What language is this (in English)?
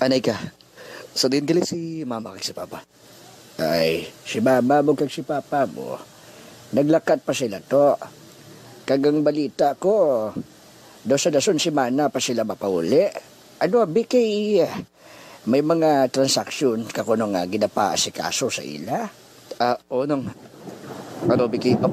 Hiligaynon